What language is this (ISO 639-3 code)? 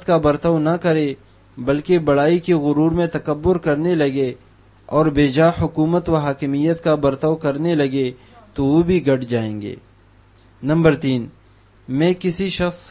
urd